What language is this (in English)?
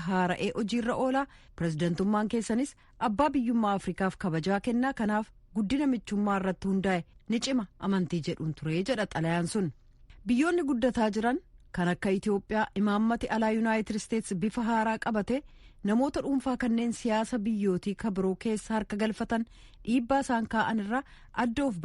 Oromo